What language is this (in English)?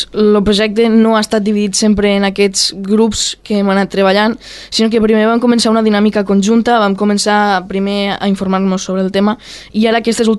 Catalan